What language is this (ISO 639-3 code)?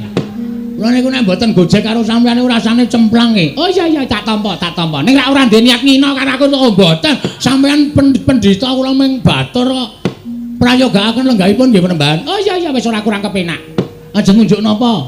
jav